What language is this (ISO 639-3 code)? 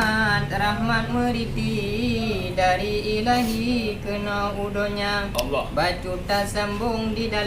ace